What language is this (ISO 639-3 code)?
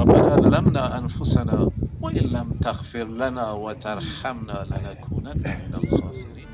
bal